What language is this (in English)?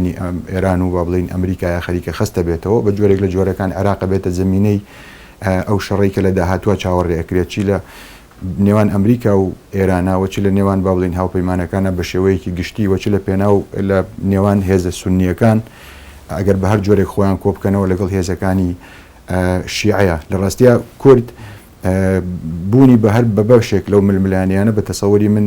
Central Kurdish